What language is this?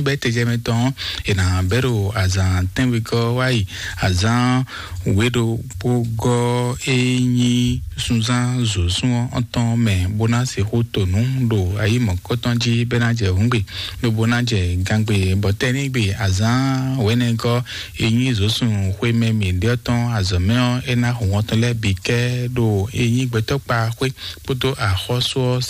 Fon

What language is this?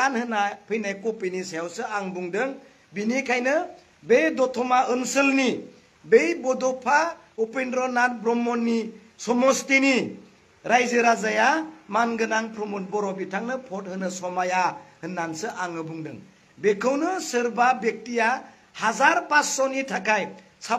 Bodo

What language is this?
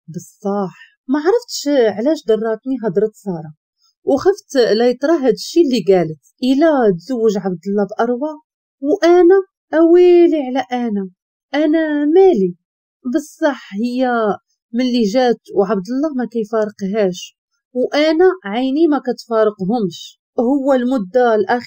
Moroccan Arabic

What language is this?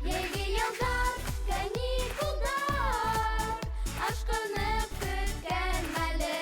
Bashkir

